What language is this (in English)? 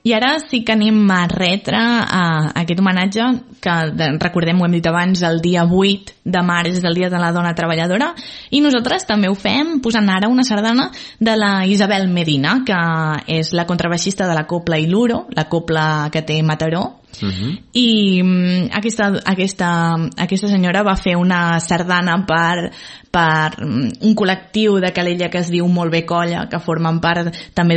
Catalan